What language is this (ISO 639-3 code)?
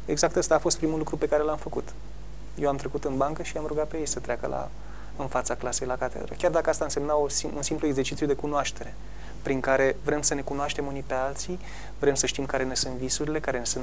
ron